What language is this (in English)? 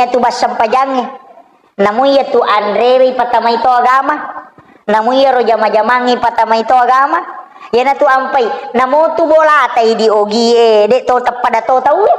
Buginese